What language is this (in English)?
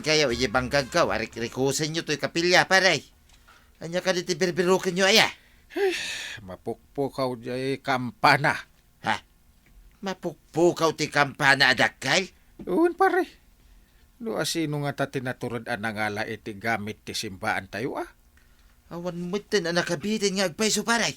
Iloko